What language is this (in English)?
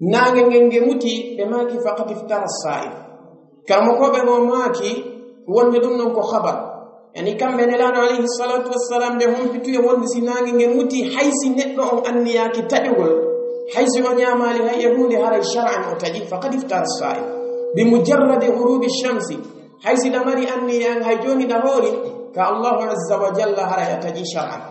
Pular